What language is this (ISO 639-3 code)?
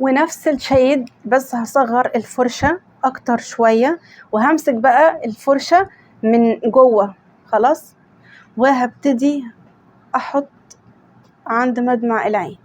arz